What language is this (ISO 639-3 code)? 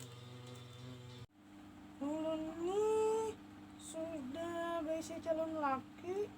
bjn